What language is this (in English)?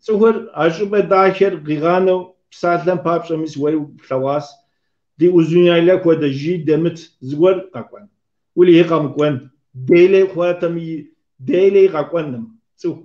Kabardian